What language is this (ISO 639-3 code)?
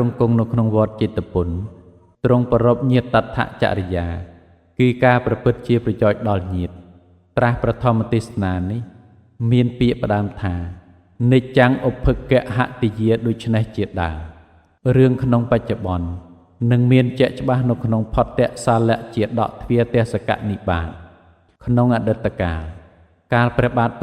khm